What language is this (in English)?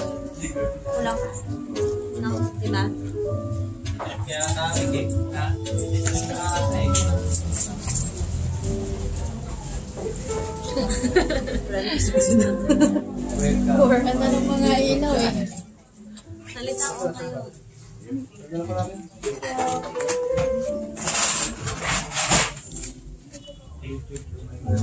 Filipino